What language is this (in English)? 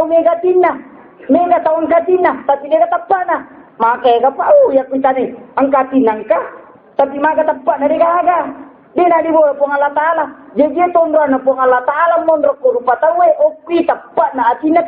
Buginese